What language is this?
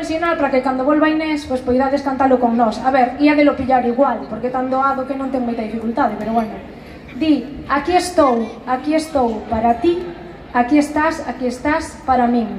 Galician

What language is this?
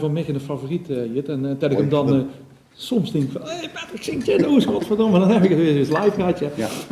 Limburgish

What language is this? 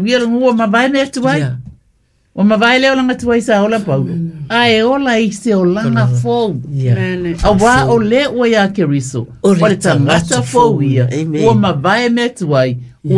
Samoan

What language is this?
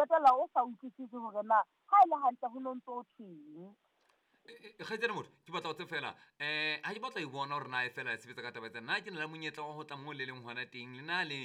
Southern Sotho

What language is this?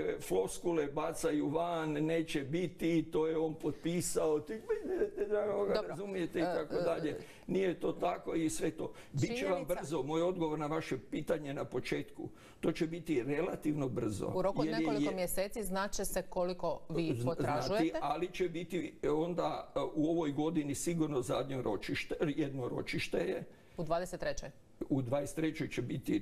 Croatian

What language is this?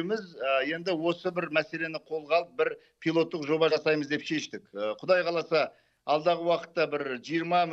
Kazakh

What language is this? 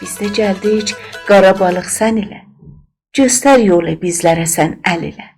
South Azerbaijani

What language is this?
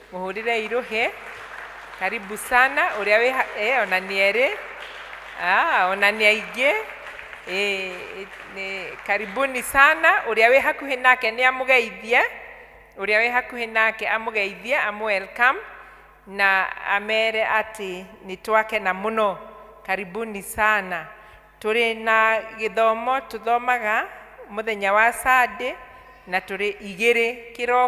Kikuyu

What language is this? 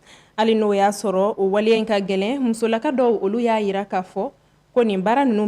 Bambara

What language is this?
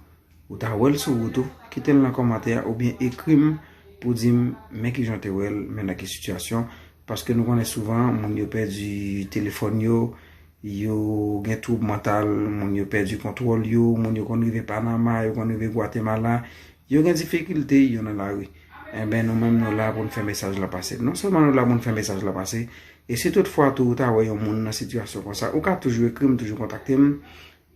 Haitian Creole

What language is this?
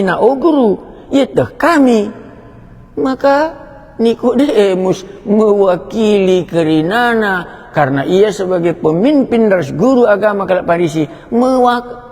Batak Karo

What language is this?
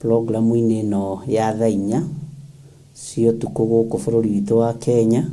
Kikuyu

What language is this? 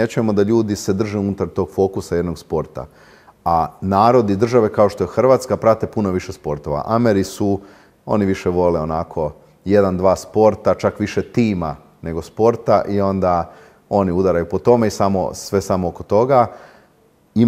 Croatian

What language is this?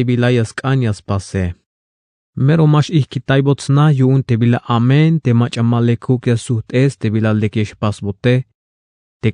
Tzeltal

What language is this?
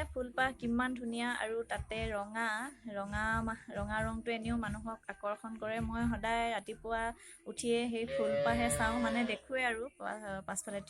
Assamese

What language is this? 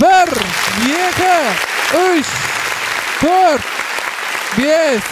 Kara-Kalpak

